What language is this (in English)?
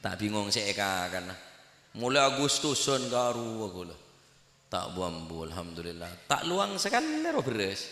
Madurese